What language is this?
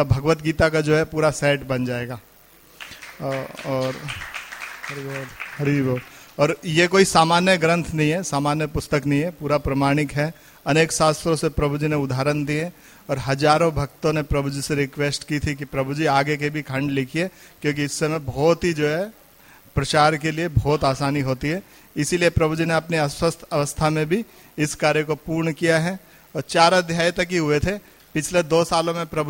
Hindi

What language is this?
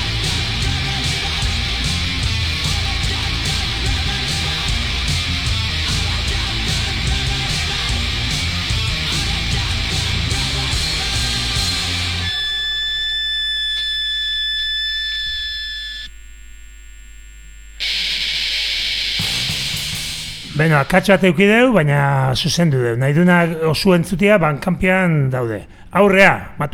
Basque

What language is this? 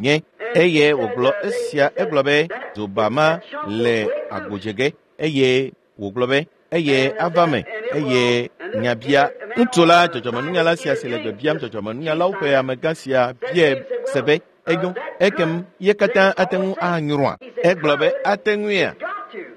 Ewe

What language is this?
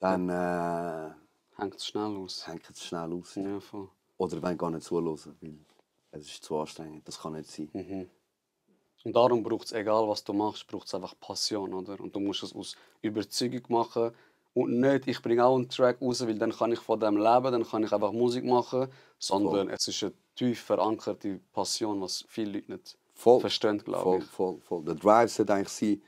Swiss German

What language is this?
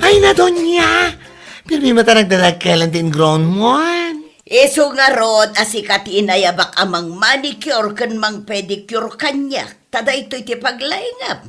Iloko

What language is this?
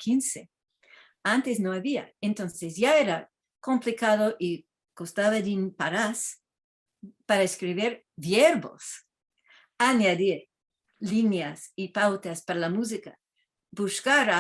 Ladino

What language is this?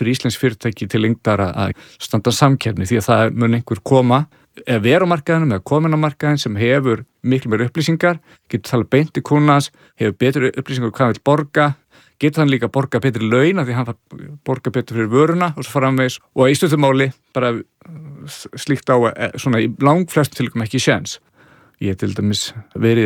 Icelandic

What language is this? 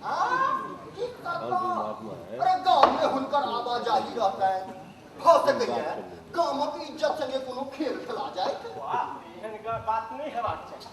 Maithili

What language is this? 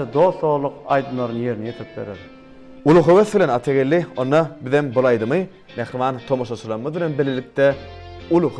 Turkmen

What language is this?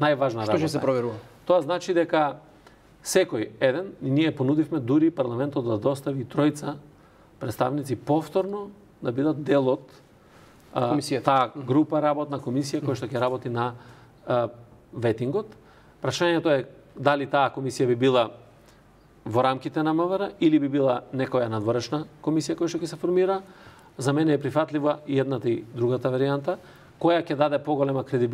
Macedonian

